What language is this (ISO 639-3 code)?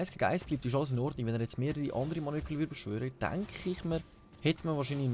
gsw